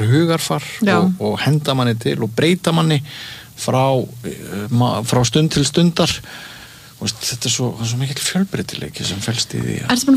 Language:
Icelandic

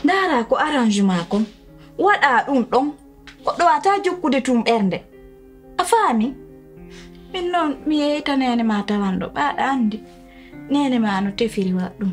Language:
Pular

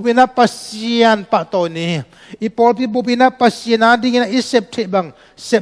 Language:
Tedim Chin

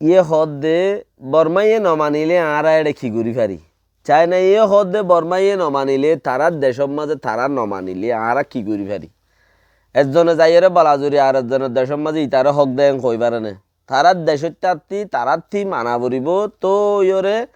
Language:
Rohingya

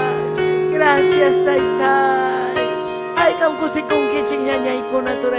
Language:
Ayacucho Quechua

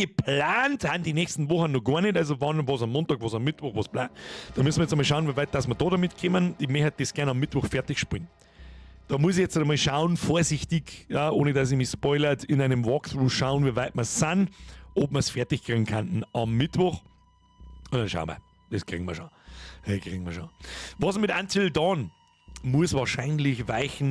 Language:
Bavarian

